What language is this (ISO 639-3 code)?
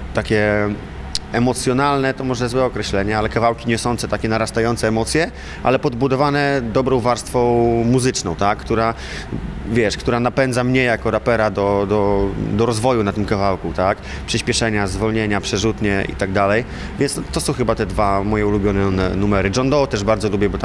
pol